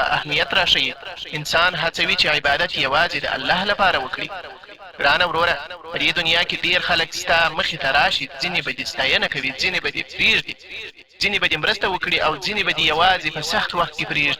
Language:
Pashto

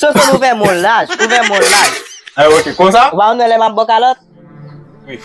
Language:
Haitian Creole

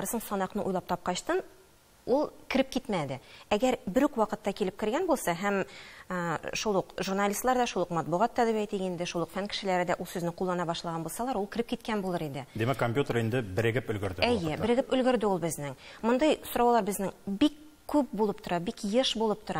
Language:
Tatar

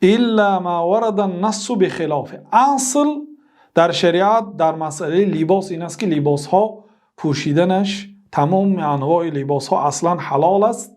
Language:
Tajik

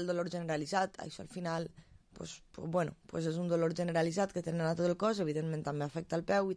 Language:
Catalan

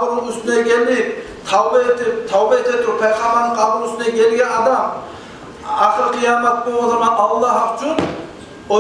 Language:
Kumyk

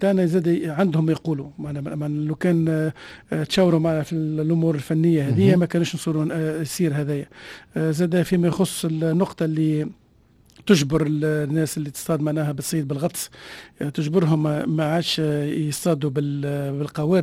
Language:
Tunisian Arabic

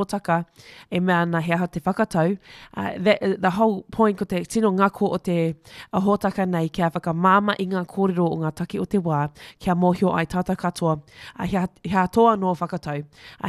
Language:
Māori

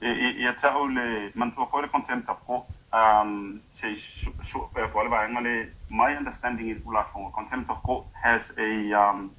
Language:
Samoan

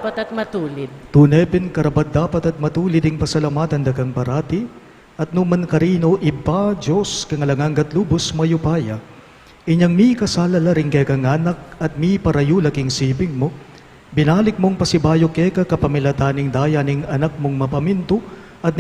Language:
Pampanga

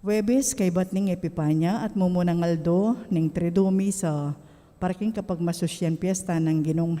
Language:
Pampanga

